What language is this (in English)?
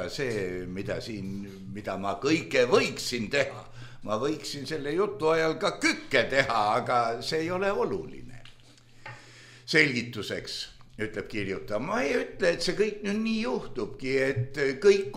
Estonian